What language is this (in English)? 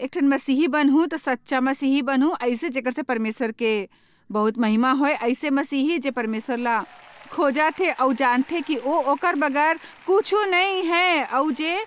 Chhattisgarhi